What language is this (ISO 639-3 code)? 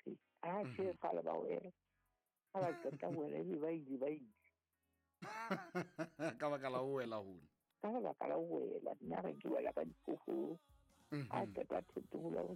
sot